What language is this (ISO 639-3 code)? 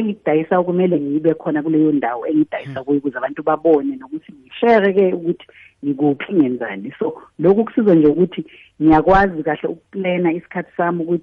nbl